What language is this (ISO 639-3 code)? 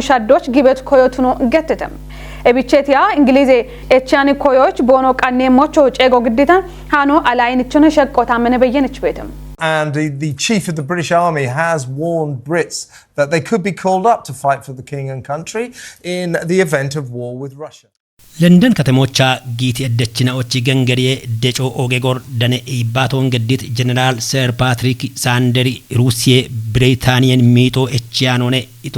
kbr